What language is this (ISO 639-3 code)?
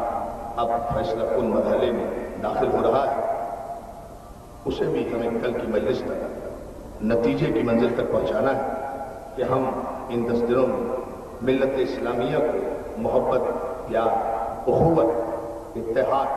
urd